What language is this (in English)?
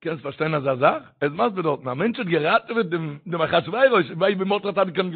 Yiddish